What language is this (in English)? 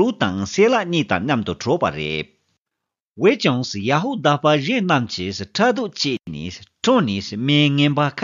Tibetan